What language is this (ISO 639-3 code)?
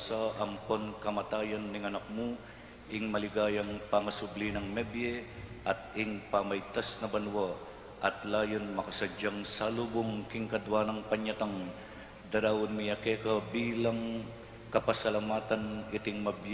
pam